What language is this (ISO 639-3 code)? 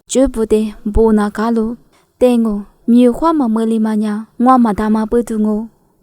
lis